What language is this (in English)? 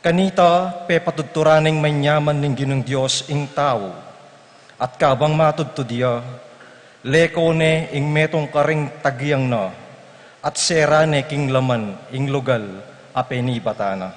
Pampanga